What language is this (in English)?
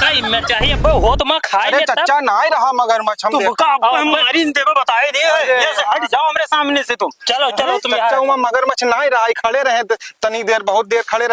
Awadhi